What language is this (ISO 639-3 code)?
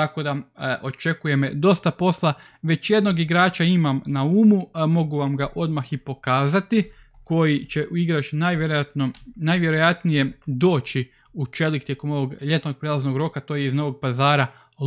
hrv